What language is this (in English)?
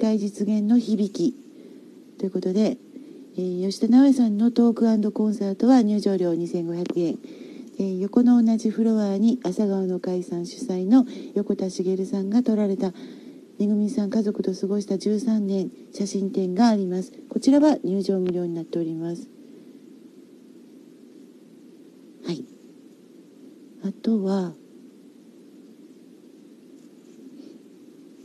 Japanese